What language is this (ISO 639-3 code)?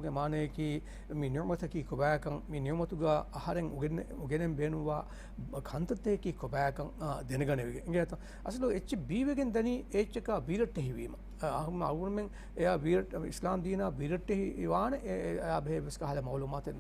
div